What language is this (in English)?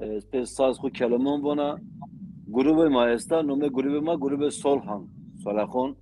Zaza